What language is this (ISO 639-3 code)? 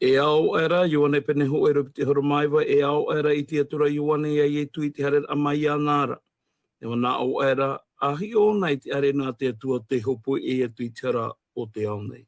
tah